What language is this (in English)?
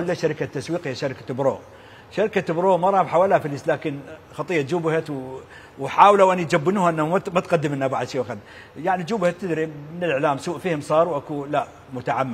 Mesopotamian Arabic